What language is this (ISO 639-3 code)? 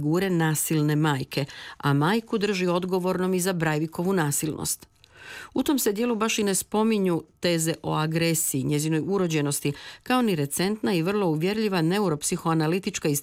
hrv